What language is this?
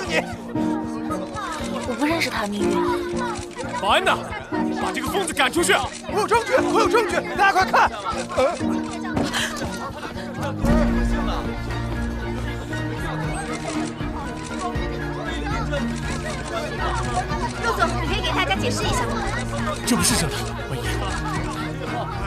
Chinese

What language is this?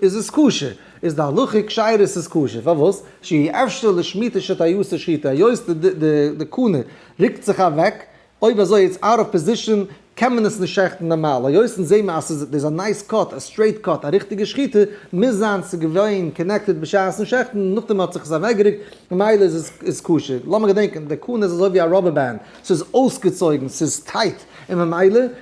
Yiddish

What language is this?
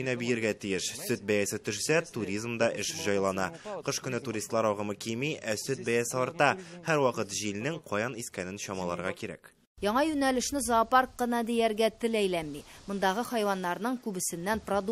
Tatar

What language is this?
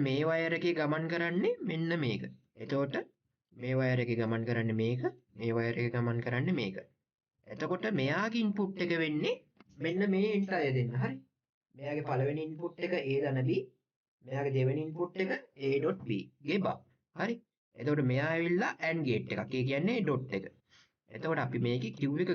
Sinhala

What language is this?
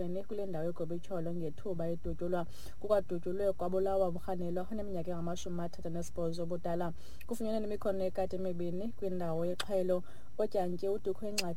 Xhosa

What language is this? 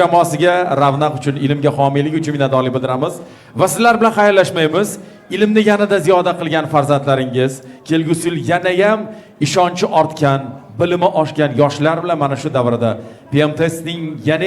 Uzbek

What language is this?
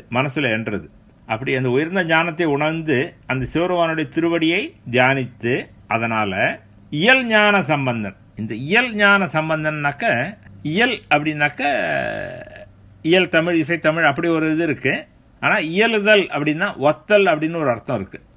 Tamil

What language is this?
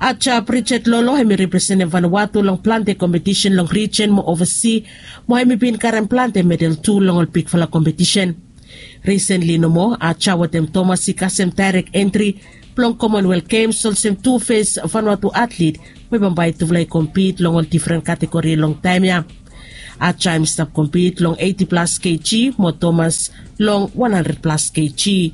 Bislama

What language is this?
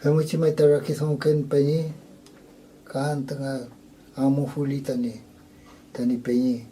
Mapuche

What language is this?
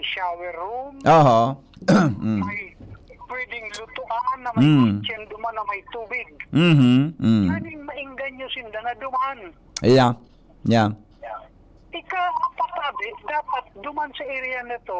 Bikol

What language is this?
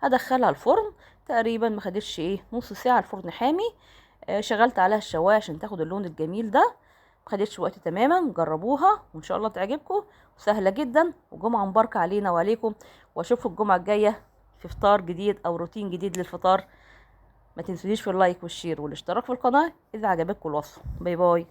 Egyptian Arabic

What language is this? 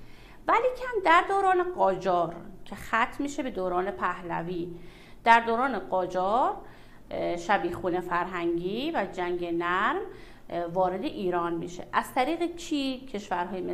Persian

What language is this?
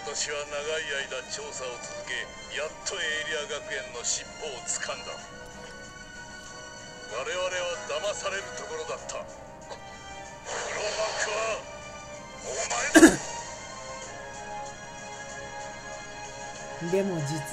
Japanese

